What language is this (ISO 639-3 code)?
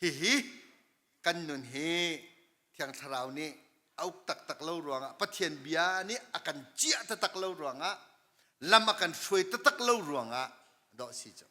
cnh